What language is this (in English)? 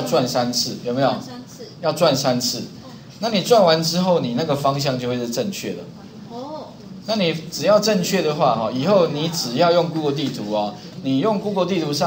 Chinese